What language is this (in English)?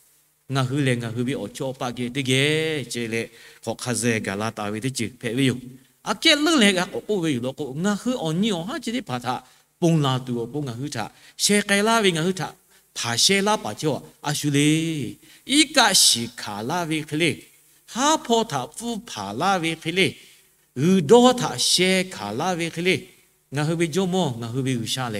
Lahu